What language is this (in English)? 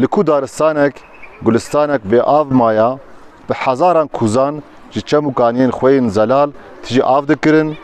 Kurdish